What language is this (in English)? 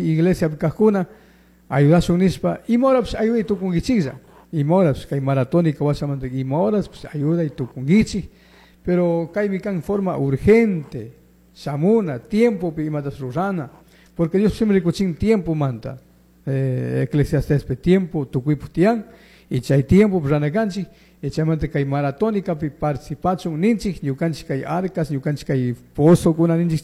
Chimborazo Highland Quichua